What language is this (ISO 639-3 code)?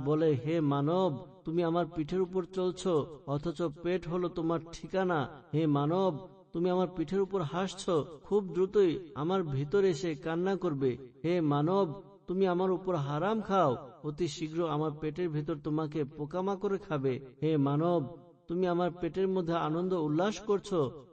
ben